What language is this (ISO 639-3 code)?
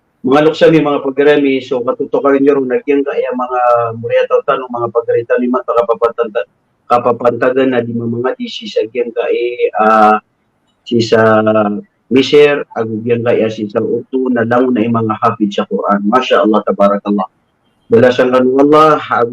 mrw